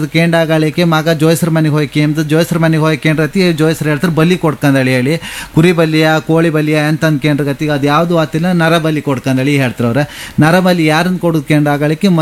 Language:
Kannada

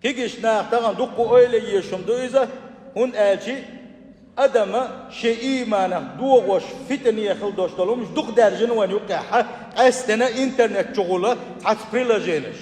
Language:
Chechen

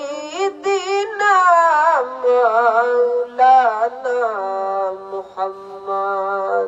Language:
Sylheti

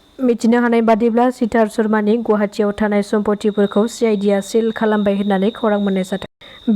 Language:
Bodo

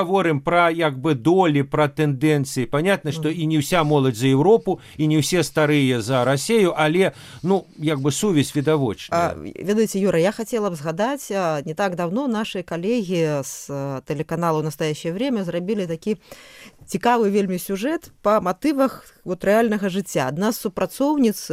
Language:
Belarusian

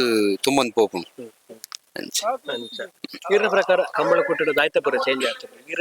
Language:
Tulu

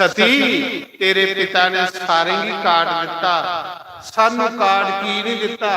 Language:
Dogri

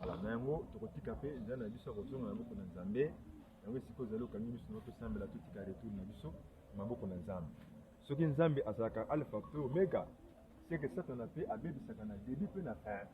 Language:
Lingala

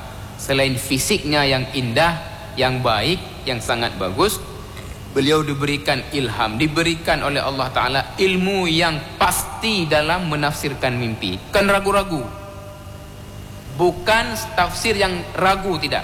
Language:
Indonesian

